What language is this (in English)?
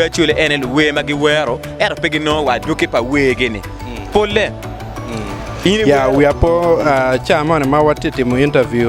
Acoli